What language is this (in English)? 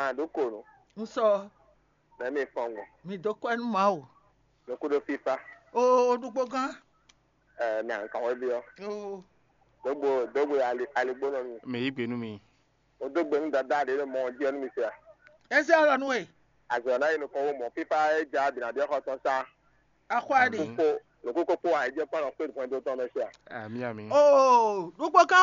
Fon